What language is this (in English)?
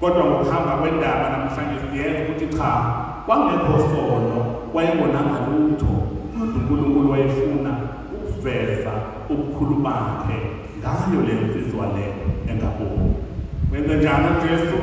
Zulu